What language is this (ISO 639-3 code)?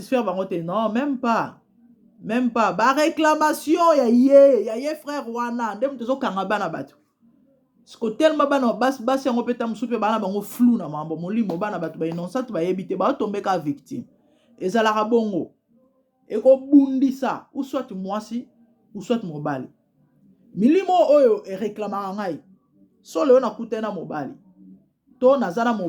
lin